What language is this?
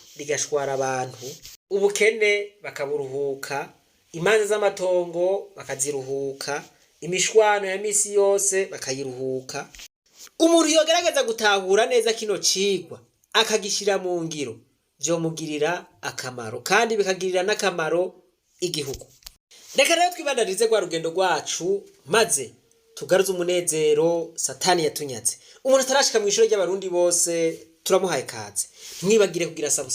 Rundi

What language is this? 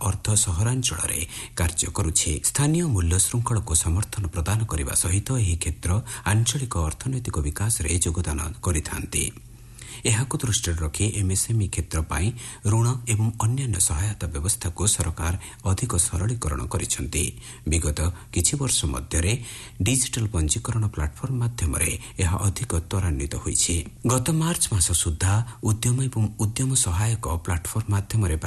Odia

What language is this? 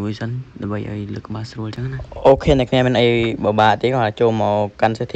Khmer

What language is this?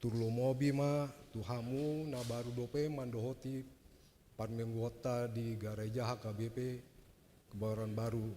Batak Toba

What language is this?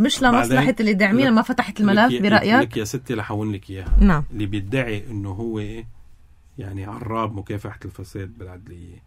North Levantine Arabic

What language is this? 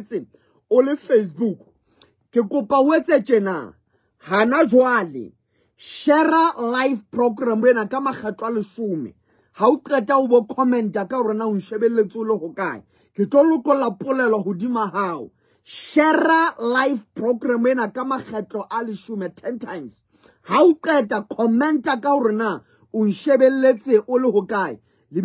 Southern Sotho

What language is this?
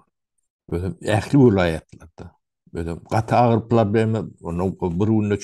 Turkmen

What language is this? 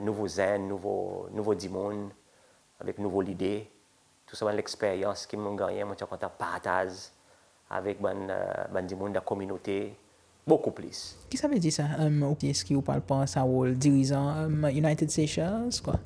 Seselwa Creole French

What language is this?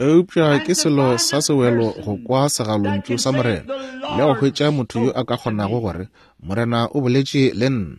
Northern Sotho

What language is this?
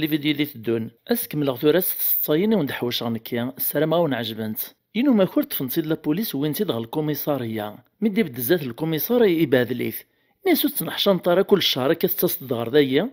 Kabyle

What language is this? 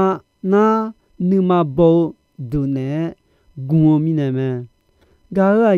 Akha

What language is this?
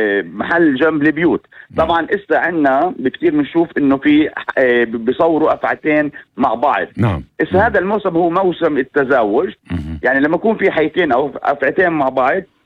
North Levantine Arabic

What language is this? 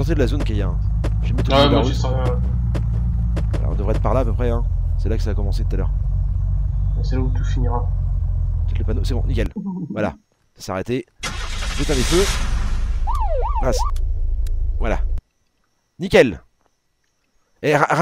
French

